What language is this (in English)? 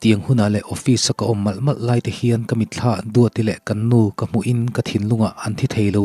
Mizo